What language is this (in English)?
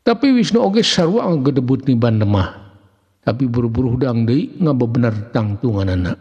Sundanese